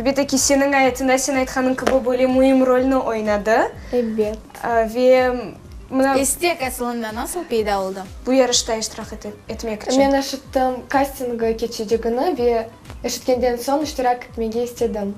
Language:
Crimean Tatar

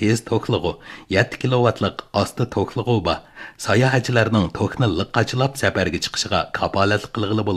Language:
Uyghur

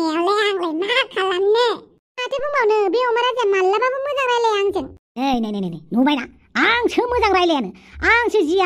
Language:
Bodo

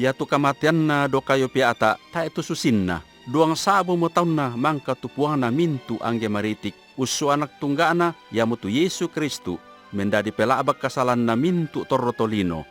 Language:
Toraja-Sa'dan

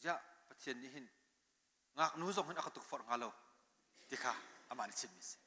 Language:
Hakha Chin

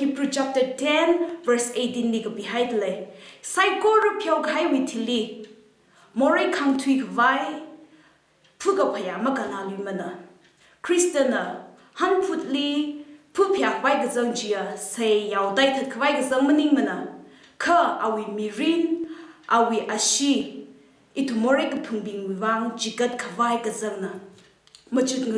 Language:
Tangkhul Naga (India)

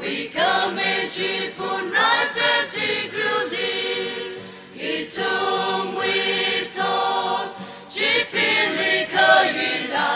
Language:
Tangkhul Naga (India)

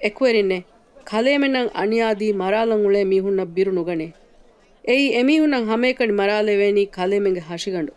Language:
Divehi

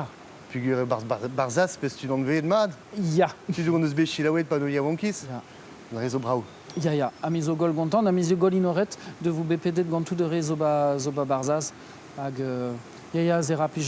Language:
Breton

